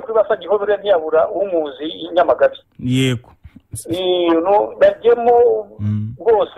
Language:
Kinyarwanda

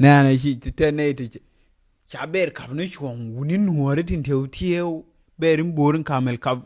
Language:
Nuer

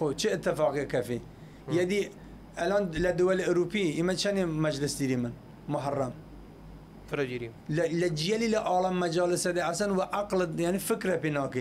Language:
Southern Kurdish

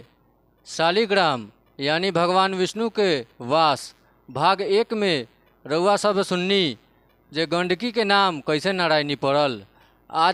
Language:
Bhojpuri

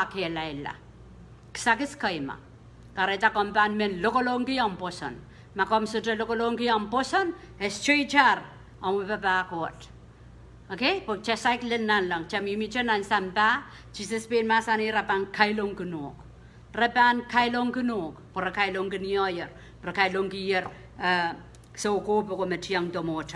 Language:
Pohnpeian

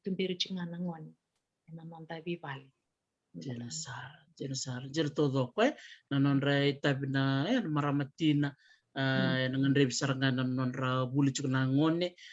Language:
Fijian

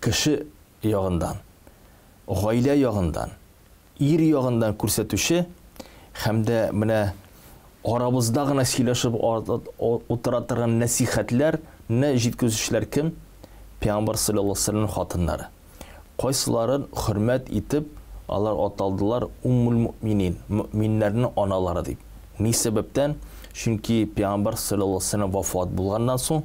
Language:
Tatar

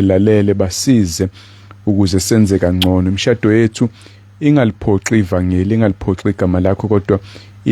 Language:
Zulu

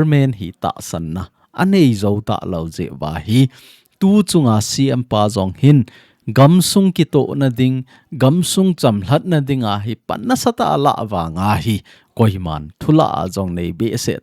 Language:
Thado Chin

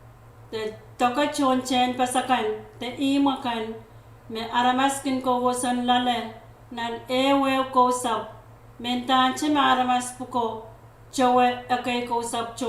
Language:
Pohnpeian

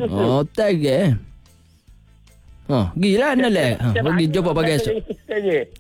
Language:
Malay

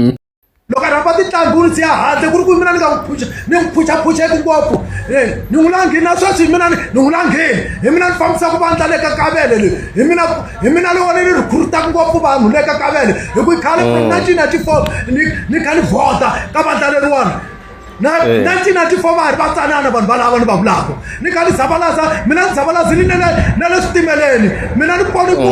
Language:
Tsonga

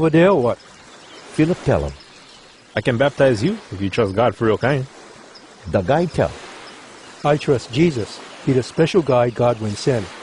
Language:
Hawai'i Creole English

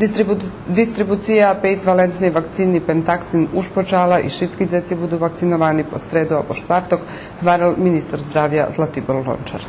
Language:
Rusyn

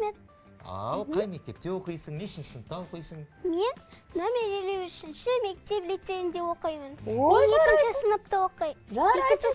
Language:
Kazakh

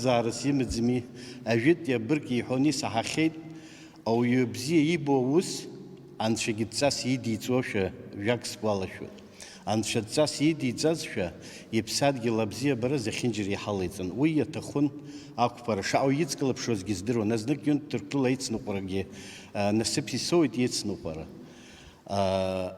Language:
Abkhazian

